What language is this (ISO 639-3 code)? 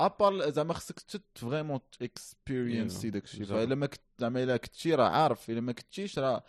ary